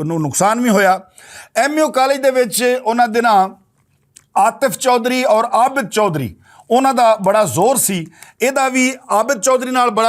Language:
Western Panjabi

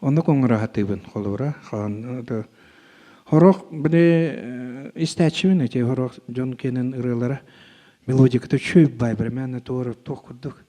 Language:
Yakut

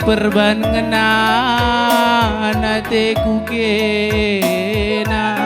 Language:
Batak Karo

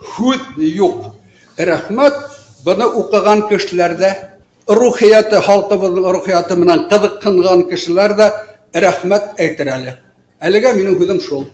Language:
Bashkir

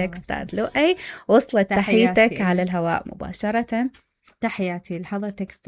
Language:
Mesopotamian Arabic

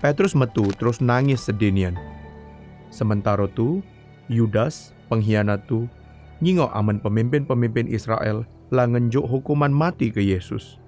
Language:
Musi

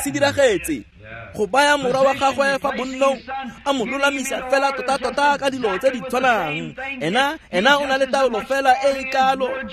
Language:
Tswana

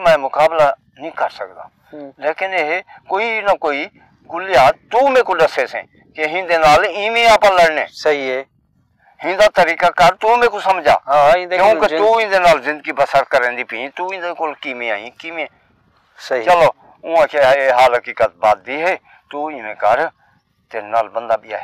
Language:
Saraiki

